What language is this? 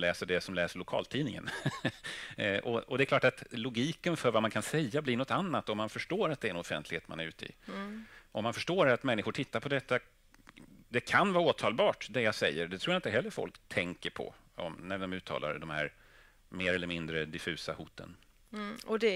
Swedish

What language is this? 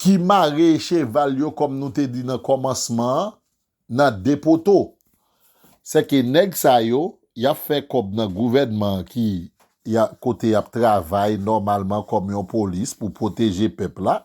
Haitian Creole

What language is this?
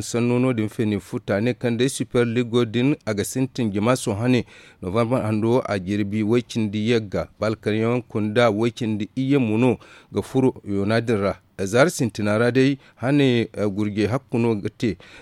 Zarma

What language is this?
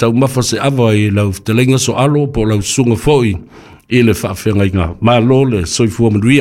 Samoan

